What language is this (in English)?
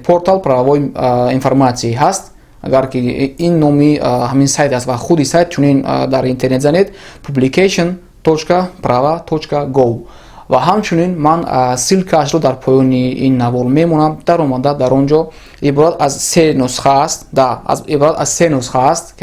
Tajik